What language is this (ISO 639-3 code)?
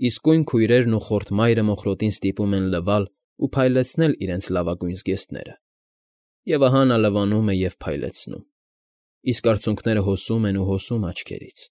hye